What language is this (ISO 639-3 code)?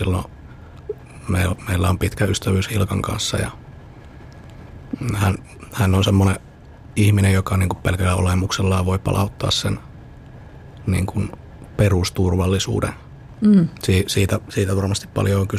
fin